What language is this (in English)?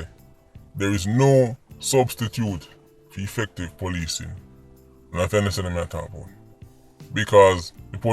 Jamaican Creole English